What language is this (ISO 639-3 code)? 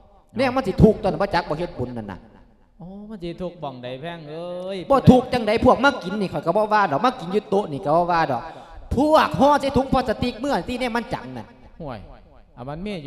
lao